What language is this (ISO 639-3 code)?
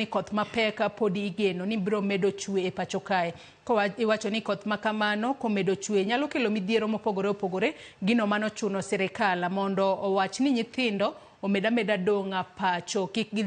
luo